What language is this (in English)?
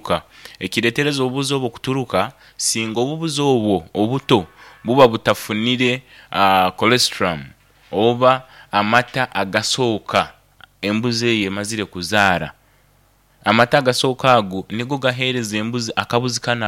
Nyoro